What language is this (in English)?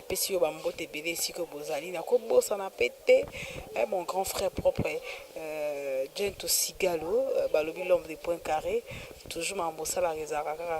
Lingala